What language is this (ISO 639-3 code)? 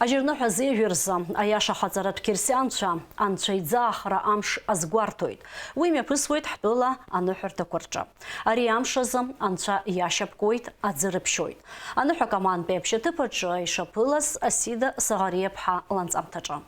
abk